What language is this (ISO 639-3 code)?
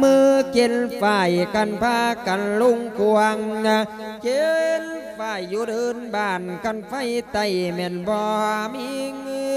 lao